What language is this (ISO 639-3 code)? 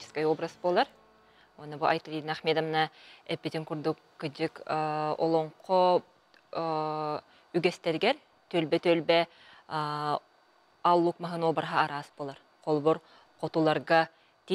sah